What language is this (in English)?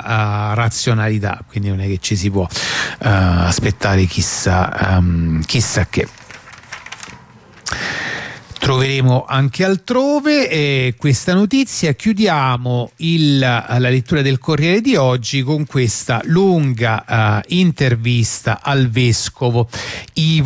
Italian